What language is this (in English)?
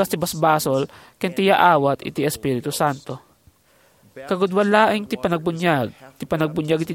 Iloko